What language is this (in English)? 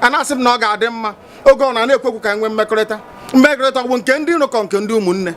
Igbo